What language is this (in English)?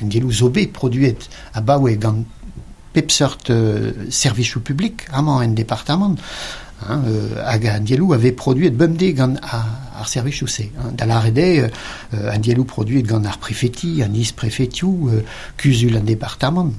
Breton